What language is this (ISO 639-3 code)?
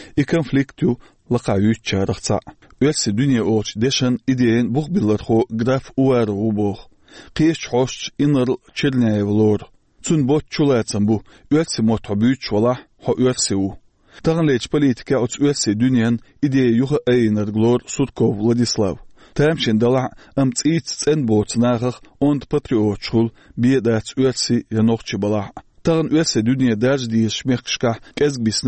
che